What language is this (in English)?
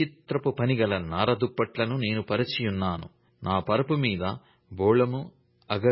Telugu